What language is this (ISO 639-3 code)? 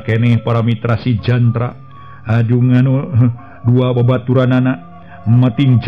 sun